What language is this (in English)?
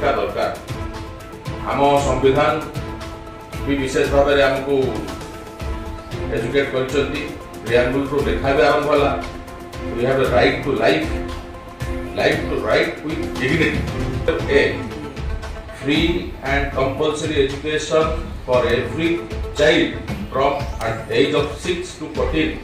Odia